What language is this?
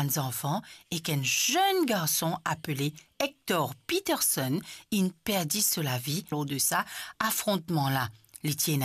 Morisyen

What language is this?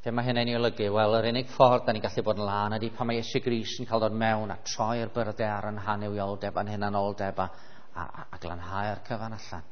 Welsh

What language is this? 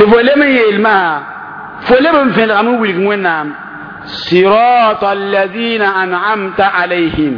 Mossi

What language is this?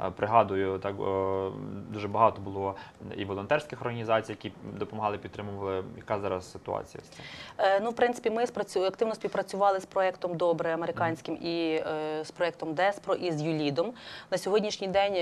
Ukrainian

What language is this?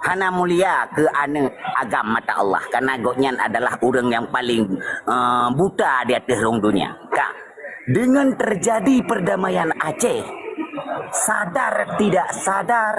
Achinese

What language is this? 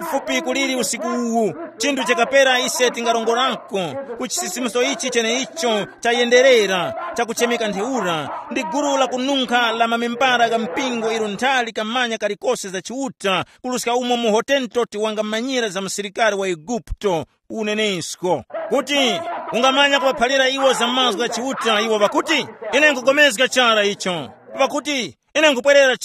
Tumbuka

